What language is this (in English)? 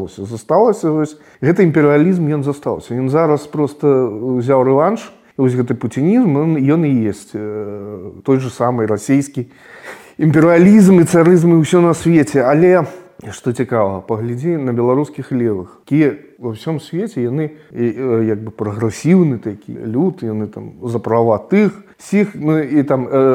Belarusian